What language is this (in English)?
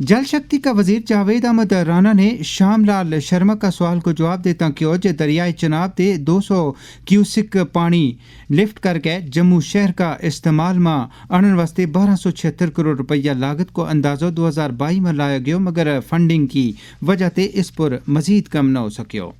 Gujari